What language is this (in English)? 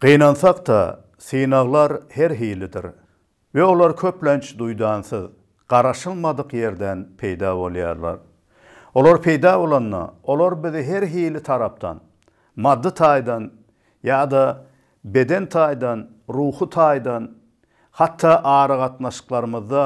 Turkmen